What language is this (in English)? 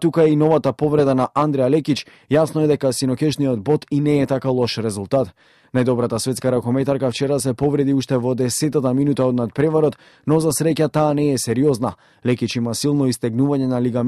Macedonian